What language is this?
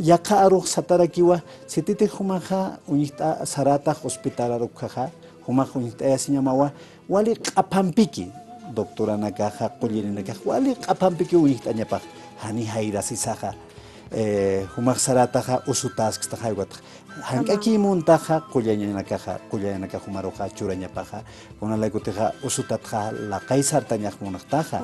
Aymara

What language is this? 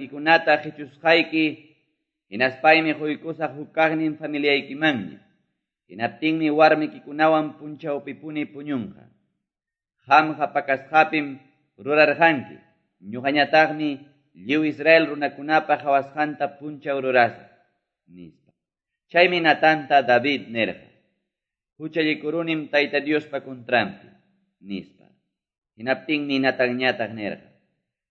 Quechua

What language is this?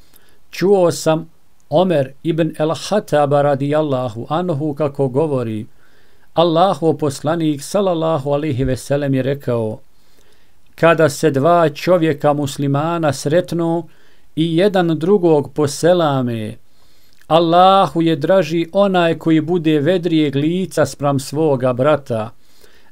Bosnian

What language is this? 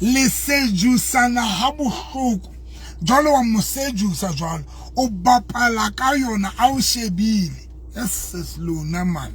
Southern Sotho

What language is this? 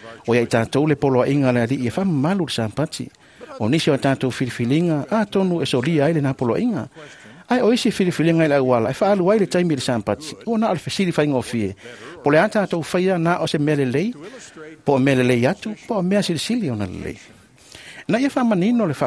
Samoan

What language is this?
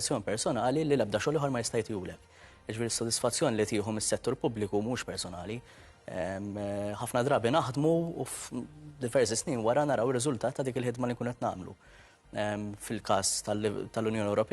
Maltese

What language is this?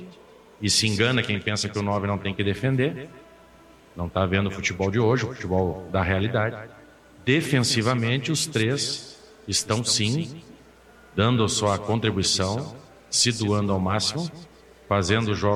Portuguese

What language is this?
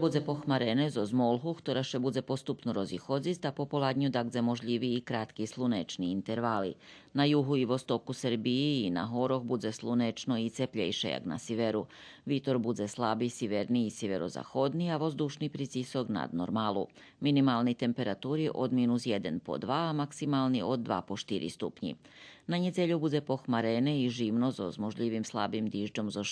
Rusyn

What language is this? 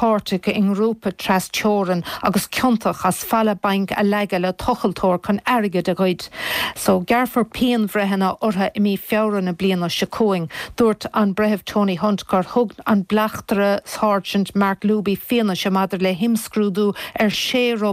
Irish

